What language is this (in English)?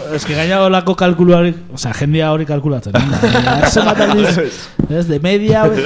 Basque